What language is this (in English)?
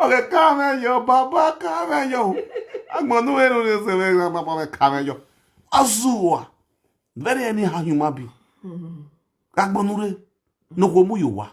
Nigerian Pidgin